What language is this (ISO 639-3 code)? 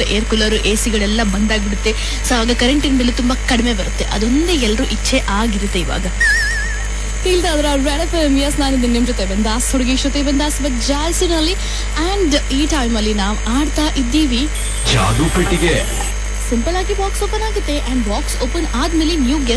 kan